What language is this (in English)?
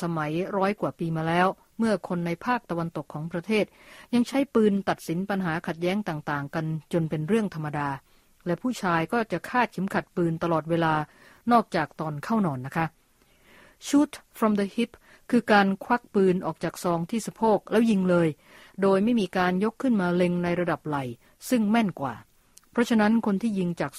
Thai